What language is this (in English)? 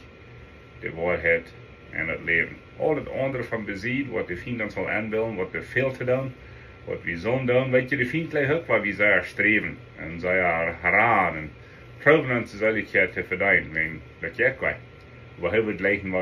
Plautdietsch